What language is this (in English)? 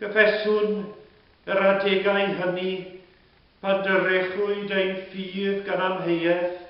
Welsh